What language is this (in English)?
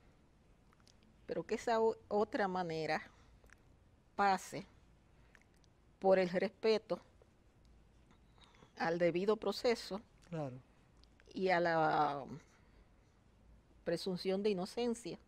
Spanish